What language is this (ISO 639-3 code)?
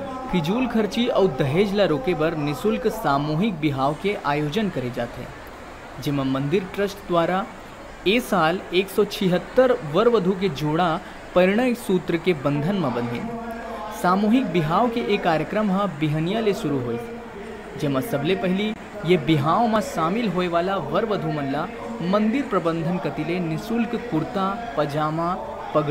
hne